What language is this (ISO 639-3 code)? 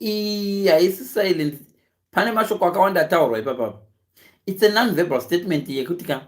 sna